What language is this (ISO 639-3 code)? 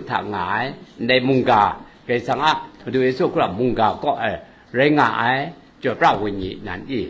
kac